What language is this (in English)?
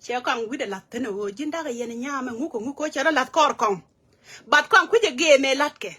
Nuer